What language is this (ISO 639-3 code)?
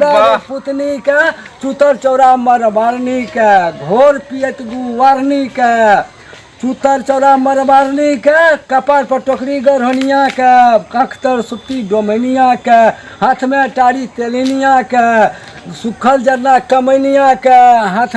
mai